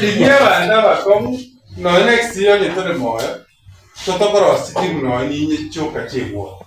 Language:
Gusii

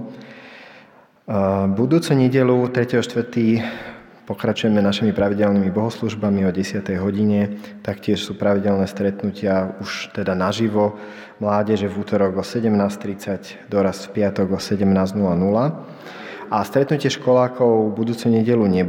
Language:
Slovak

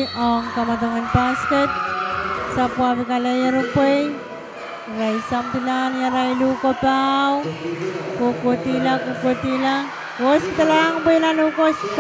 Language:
Pohnpeian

